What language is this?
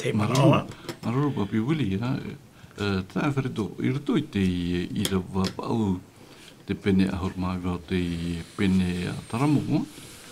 Tahitian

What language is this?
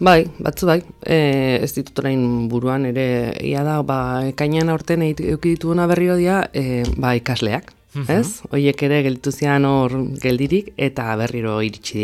Basque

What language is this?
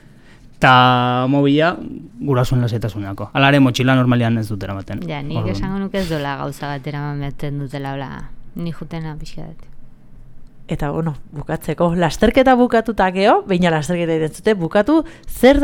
Basque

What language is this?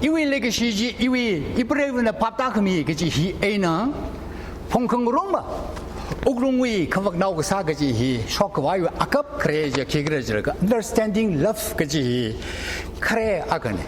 Tangkhul Naga (India)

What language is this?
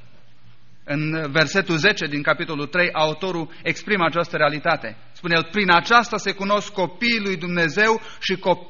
Romanian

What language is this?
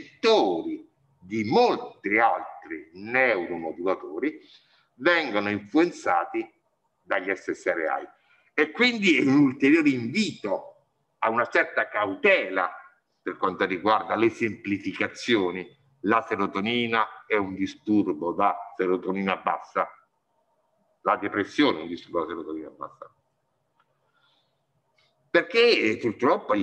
Italian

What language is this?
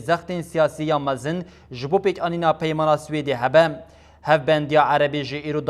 Kurdish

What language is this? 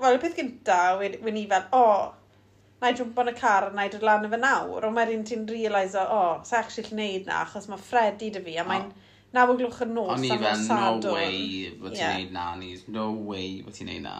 Welsh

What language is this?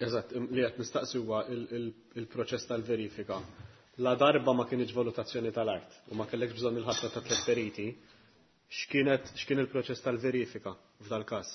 Maltese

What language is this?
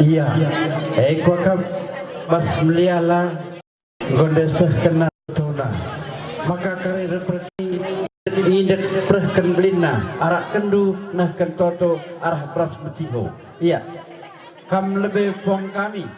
Batak Karo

